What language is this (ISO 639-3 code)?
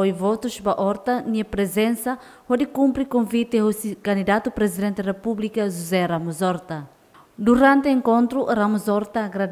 tet